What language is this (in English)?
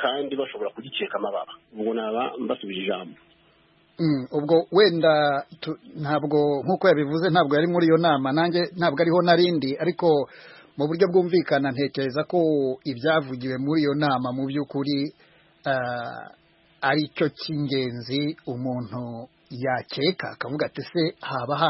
Kinyarwanda